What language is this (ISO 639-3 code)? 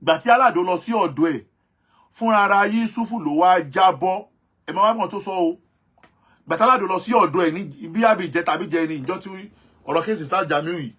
yor